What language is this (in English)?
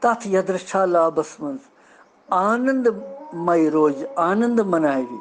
Kashmiri